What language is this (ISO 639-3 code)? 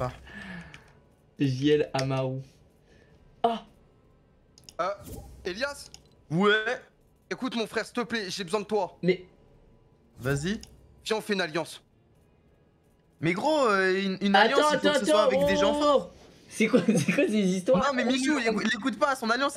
fra